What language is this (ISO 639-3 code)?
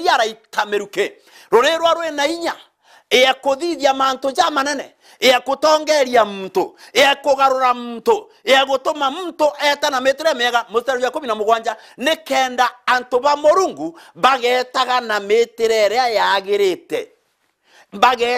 mer